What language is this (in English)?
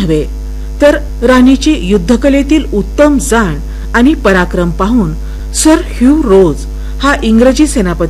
Marathi